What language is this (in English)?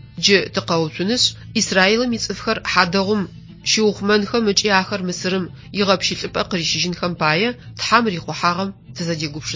Adyghe